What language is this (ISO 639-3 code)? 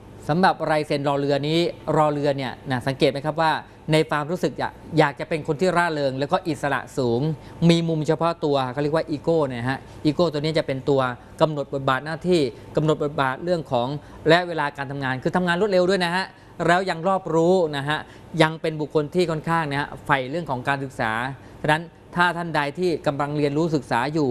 tha